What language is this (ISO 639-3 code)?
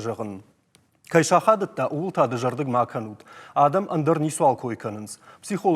oss